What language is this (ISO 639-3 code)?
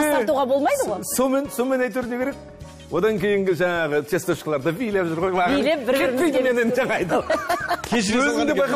kaz